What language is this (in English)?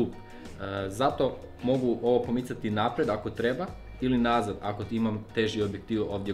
Croatian